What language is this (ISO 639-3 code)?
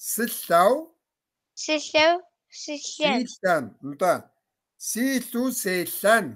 kbd